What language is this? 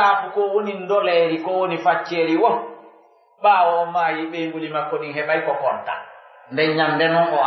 Pular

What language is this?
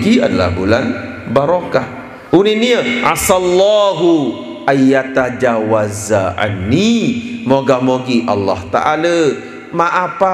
Sasak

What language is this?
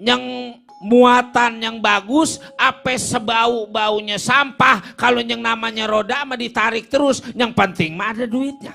Betawi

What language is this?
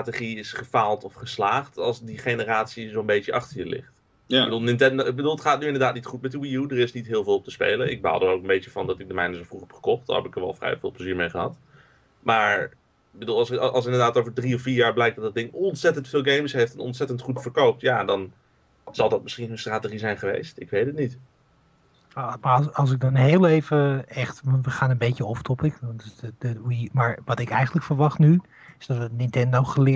Dutch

